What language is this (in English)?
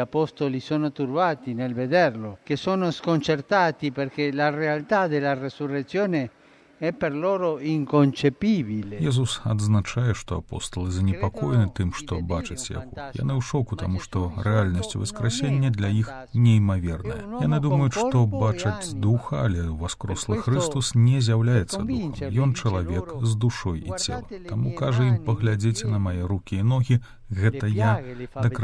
Belarusian